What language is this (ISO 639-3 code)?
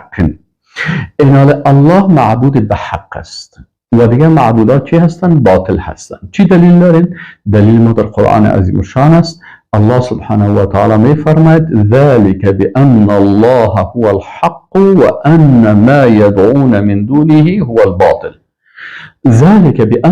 fas